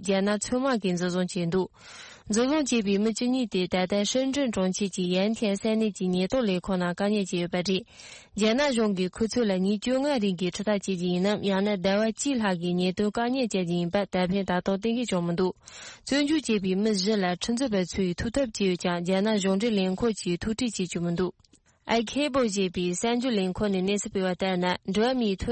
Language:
Tibetan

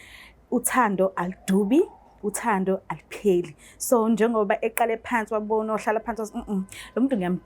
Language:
Zulu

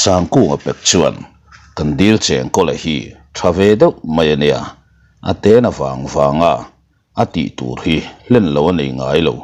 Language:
Mizo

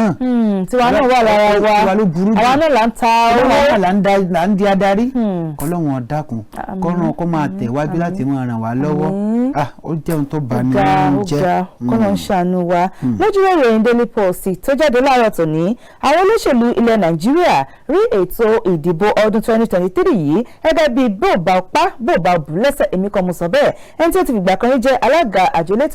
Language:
Yoruba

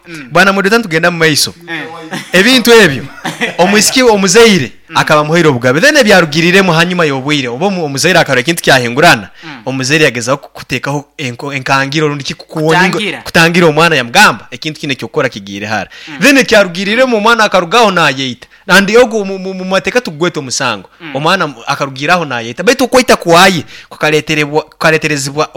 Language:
Nyankole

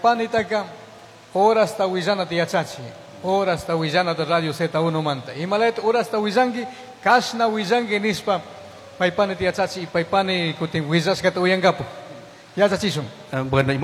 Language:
Chimborazo Highland Quichua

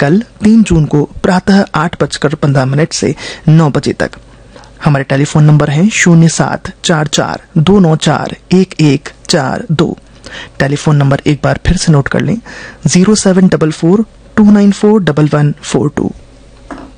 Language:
Hindi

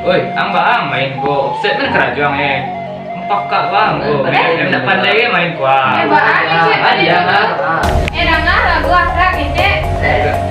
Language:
Minangkabau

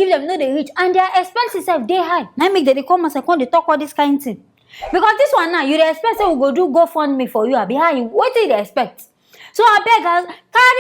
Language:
Nigerian Pidgin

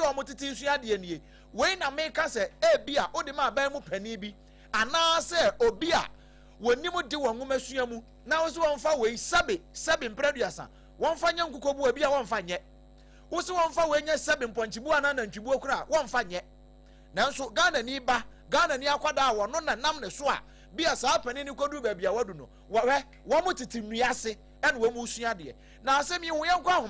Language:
Akan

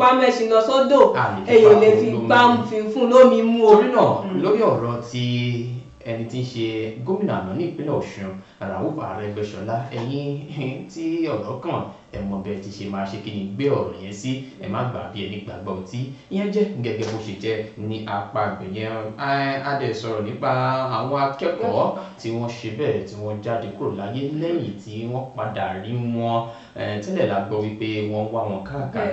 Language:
Yoruba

